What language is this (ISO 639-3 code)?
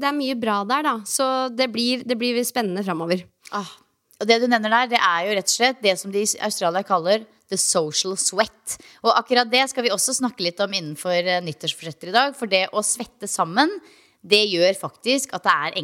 nor